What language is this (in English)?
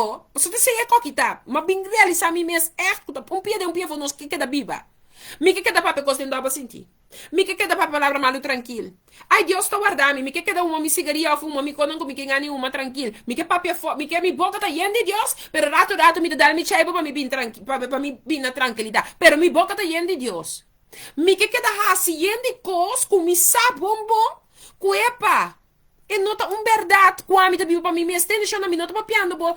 Papiamento